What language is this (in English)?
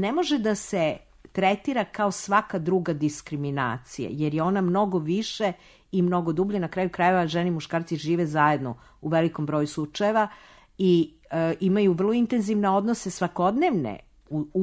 Serbian